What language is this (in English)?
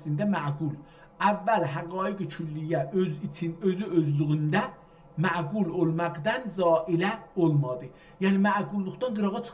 South Azerbaijani